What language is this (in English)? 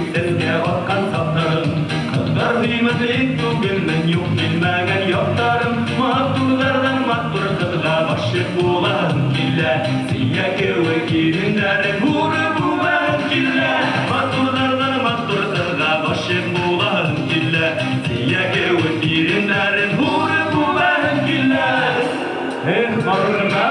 Bashkir